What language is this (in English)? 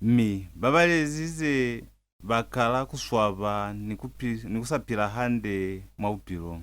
Lozi